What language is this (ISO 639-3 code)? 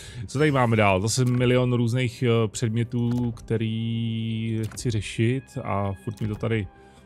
ces